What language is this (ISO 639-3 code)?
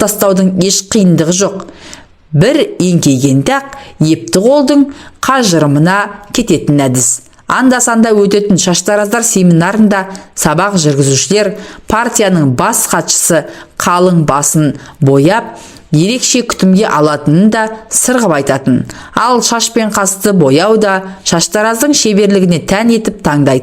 kaz